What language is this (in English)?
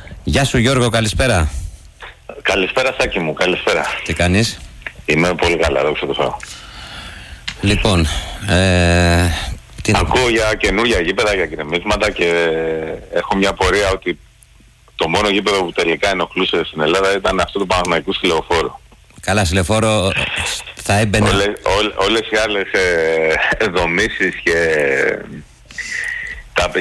Greek